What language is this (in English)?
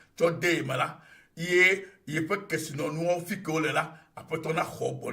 Ewe